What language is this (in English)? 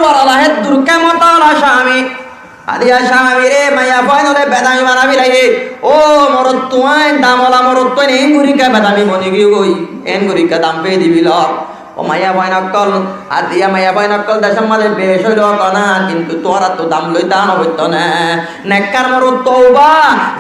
Rohingya